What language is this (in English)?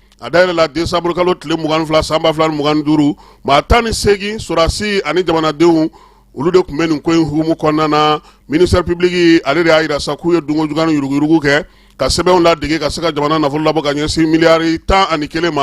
Bambara